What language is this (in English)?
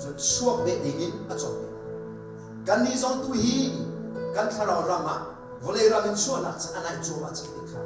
Hakha Chin